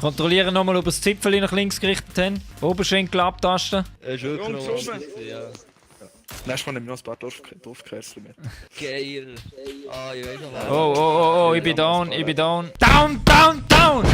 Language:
Swiss German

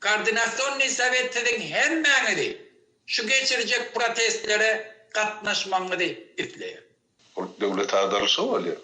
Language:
Turkmen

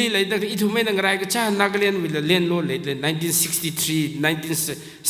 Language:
Tangkhul Naga (India)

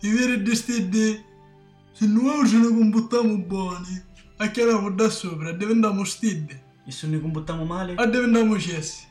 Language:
Sicilian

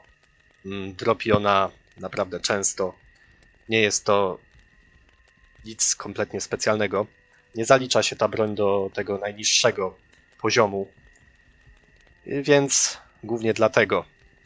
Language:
Polish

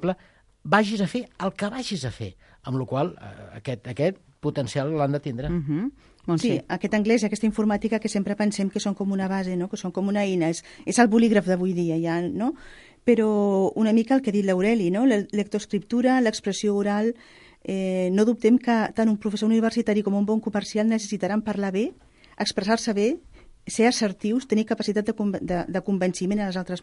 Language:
Catalan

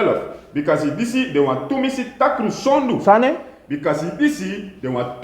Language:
Sranan Tongo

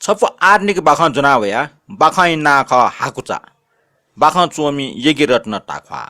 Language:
Newari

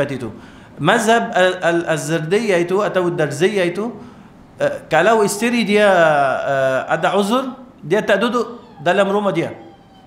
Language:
Malay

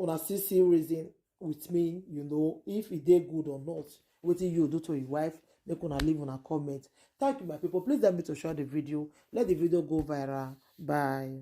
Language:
Nigerian Pidgin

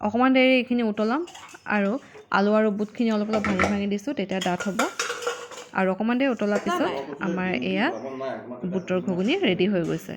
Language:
Assamese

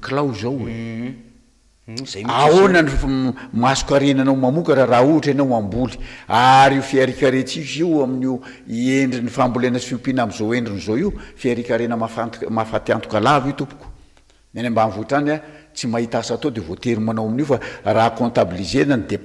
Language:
Malagasy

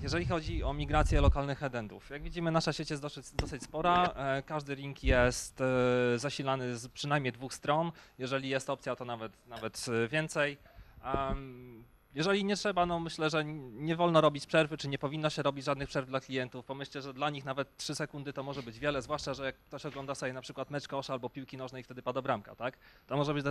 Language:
Polish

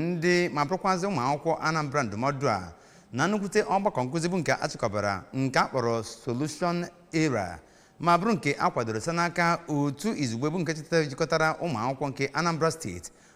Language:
Igbo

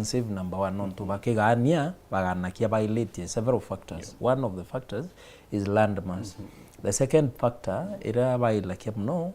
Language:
Meru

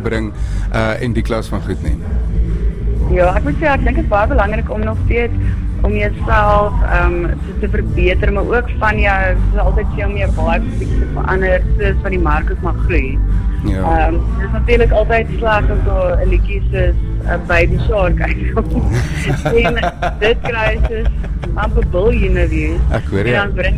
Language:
Afrikaans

